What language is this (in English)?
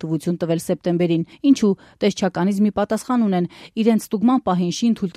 Armenian